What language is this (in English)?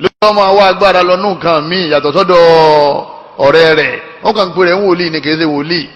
Yoruba